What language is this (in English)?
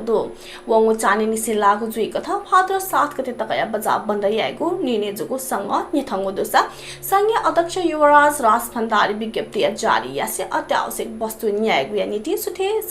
Newari